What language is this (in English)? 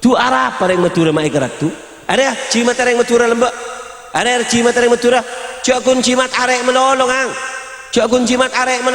Madurese